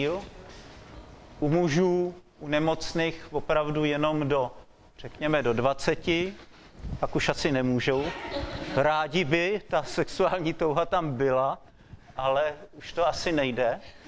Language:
Czech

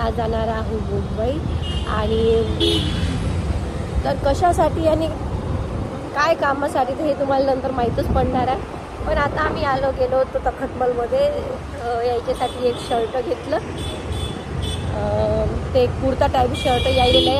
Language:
Marathi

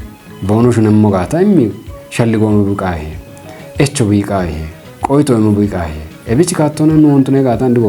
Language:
Kafa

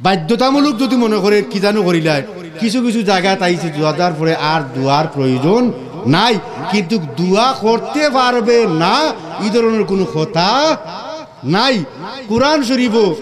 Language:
Sylheti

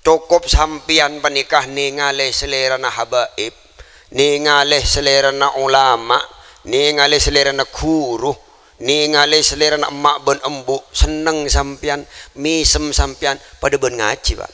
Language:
Madurese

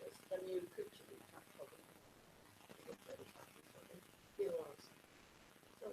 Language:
Irish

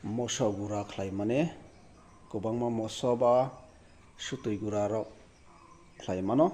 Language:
Kok Borok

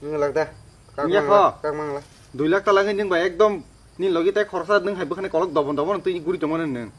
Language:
Kok Borok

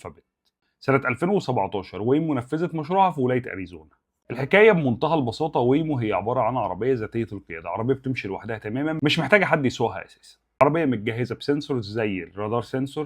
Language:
Egyptian Arabic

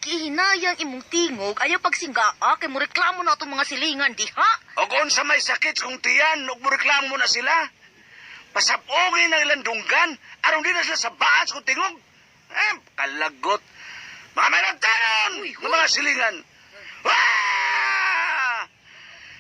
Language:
Cebuano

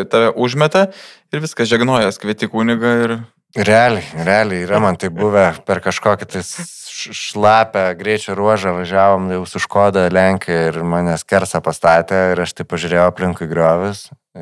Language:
Lithuanian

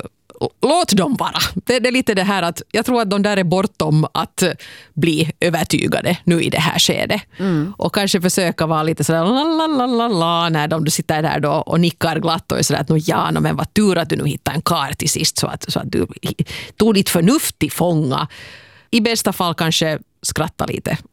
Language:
Swedish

